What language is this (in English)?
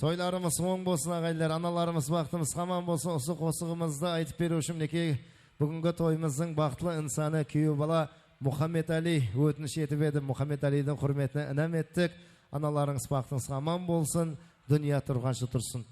Kara-Kalpak